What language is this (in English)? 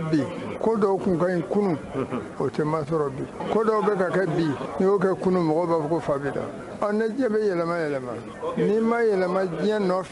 Bambara